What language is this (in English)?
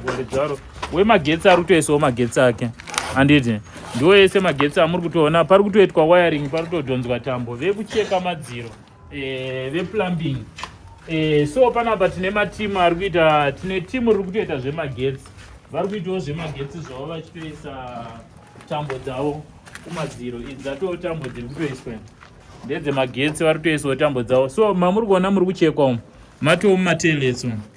Shona